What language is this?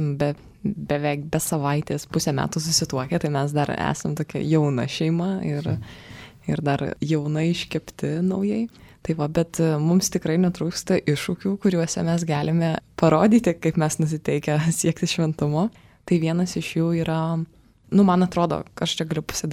Lithuanian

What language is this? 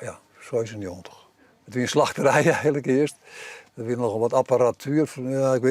Western Frisian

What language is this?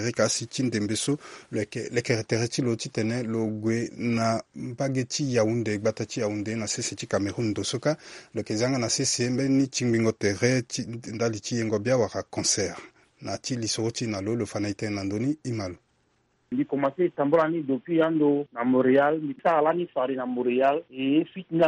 Sango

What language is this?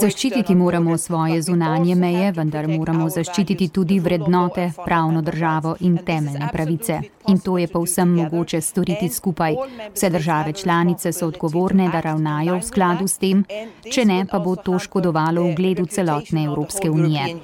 Slovenian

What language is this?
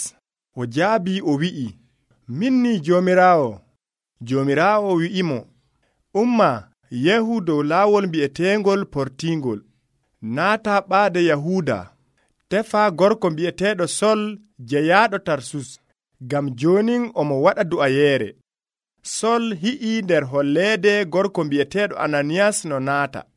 Nigerian Fulfulde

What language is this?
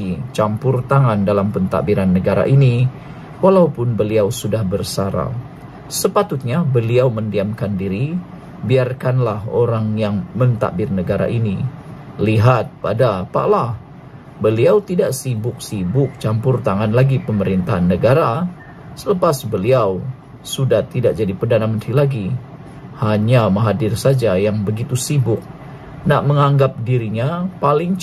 Malay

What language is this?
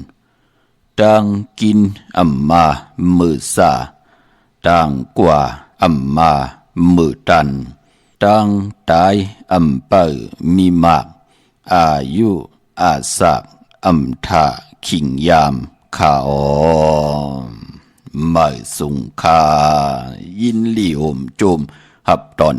Shan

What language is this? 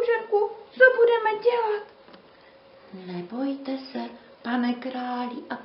Czech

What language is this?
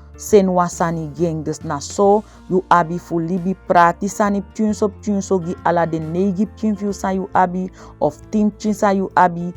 Saramaccan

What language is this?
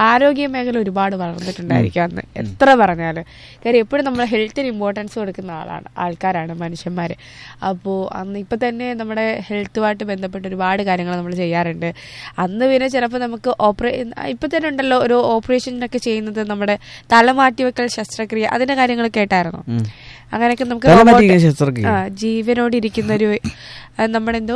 Malayalam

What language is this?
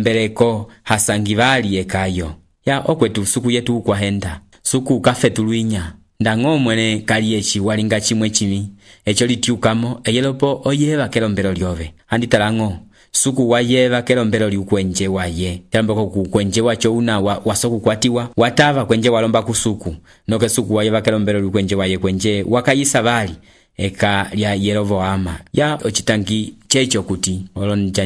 Umbundu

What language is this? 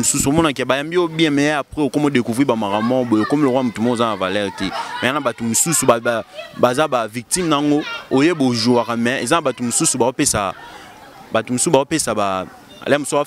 Lingala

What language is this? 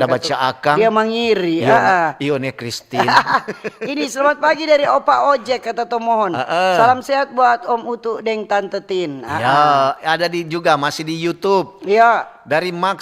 Manado Malay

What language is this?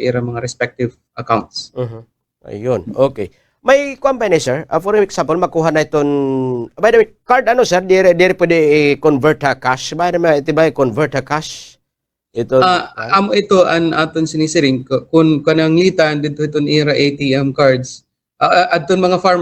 Waray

